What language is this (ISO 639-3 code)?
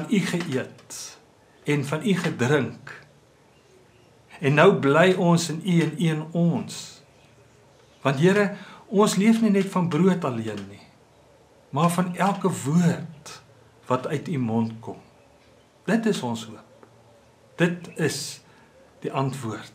afr